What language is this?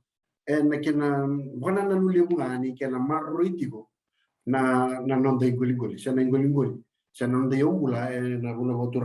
Fijian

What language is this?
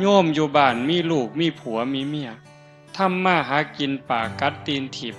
Northeastern Thai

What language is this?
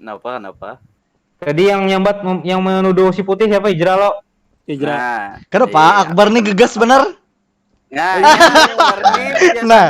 Banjar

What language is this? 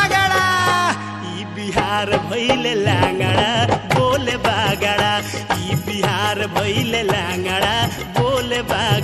Bhojpuri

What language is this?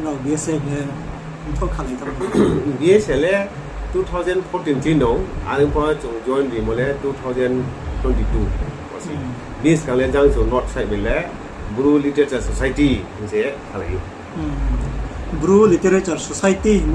Riang (India)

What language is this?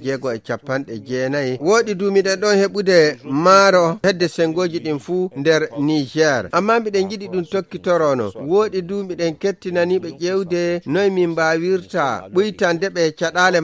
Fula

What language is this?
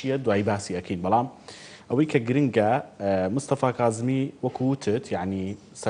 Central Kurdish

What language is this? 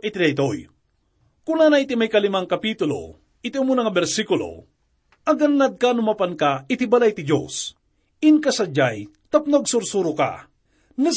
Iloko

